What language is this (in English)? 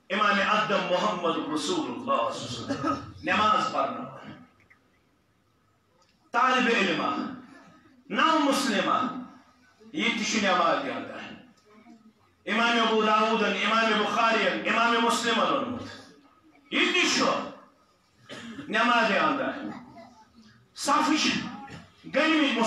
Kashmiri